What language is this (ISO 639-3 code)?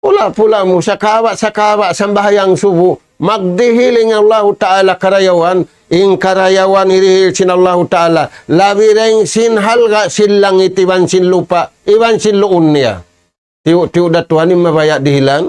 tsg